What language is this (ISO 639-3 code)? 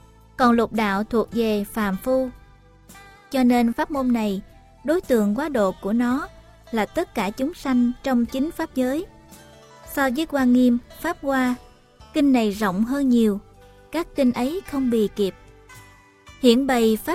vie